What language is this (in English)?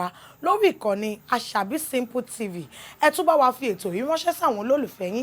Yoruba